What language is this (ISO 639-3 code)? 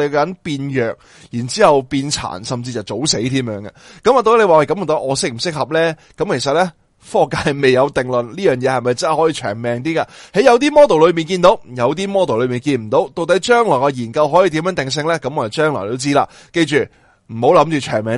yue